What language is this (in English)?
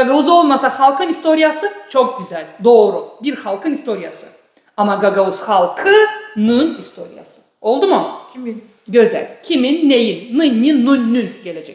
Gagauz